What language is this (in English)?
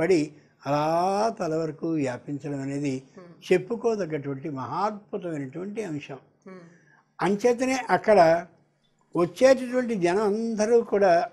Telugu